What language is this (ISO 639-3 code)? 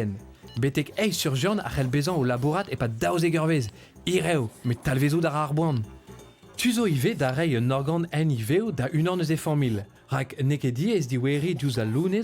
bre